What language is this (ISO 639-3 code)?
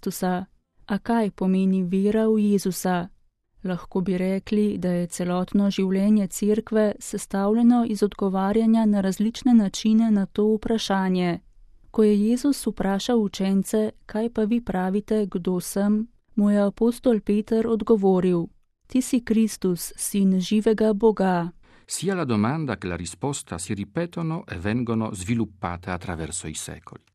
slv